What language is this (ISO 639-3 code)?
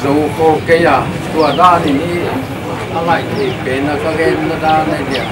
pck